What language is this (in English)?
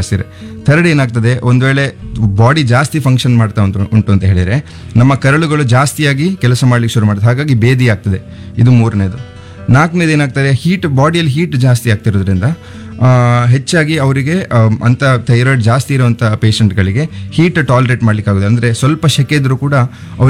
Kannada